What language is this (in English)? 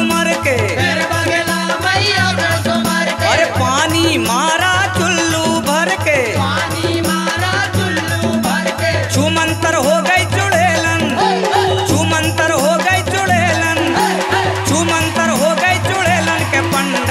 Bhojpuri